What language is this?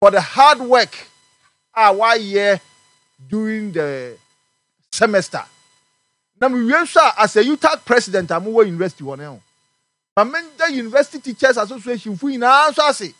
Akan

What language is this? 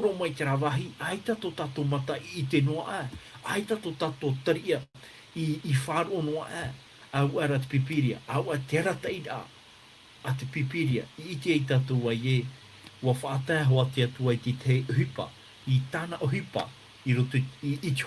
Tahitian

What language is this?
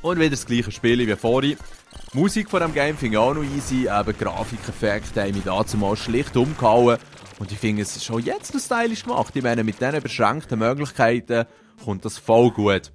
Swiss German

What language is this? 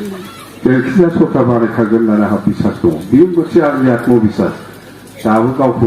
Bodo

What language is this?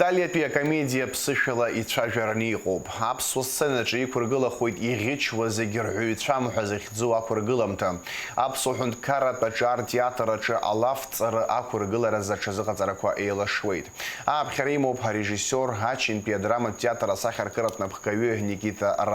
Abkhazian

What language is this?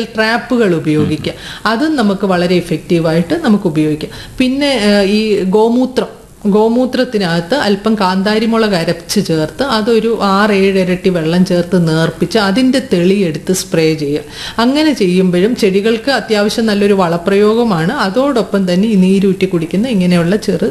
Malayalam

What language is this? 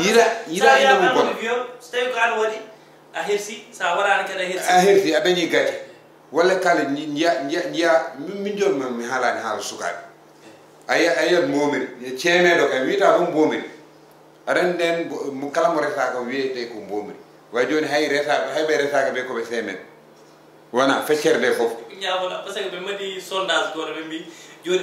Fula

